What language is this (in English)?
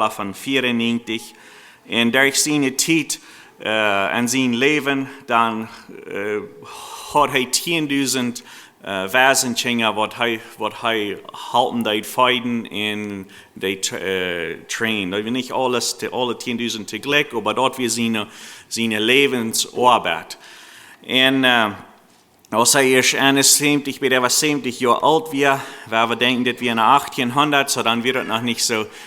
Plautdietsch